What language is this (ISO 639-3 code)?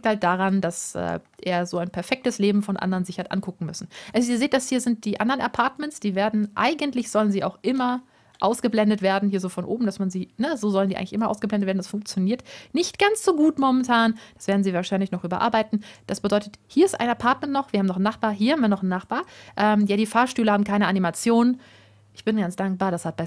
deu